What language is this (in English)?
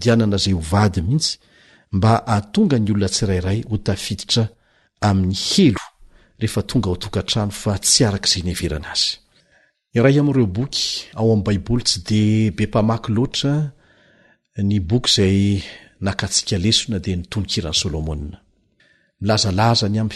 Malagasy